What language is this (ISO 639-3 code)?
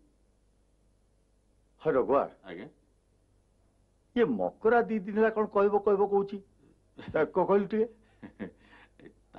ori